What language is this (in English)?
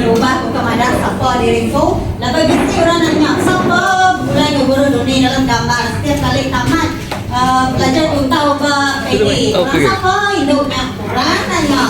Iban